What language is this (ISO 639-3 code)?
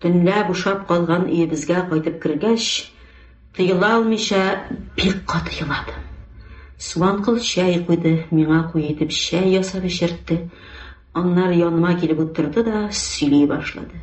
tat